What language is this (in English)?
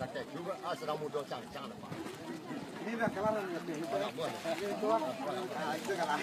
Minangkabau